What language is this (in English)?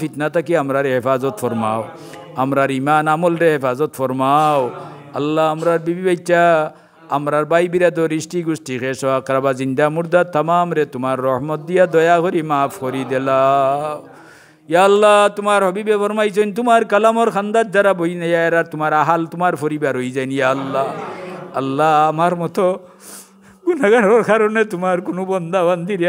Sylheti